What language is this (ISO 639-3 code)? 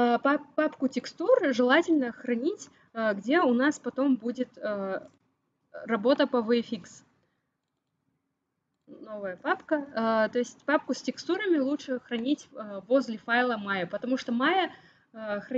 rus